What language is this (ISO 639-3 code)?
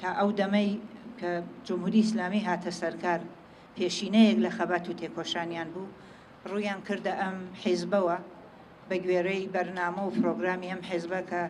ckb